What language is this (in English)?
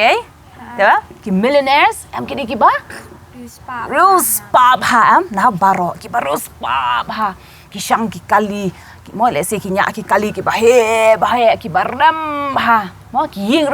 Khasi